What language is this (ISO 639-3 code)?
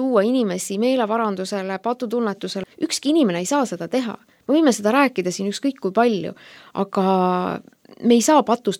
est